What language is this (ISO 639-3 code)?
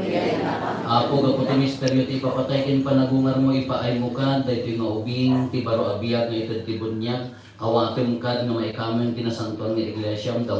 ilo